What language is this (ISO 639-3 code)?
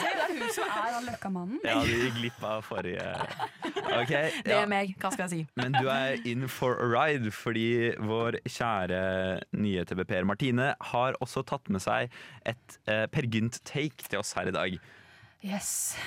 nor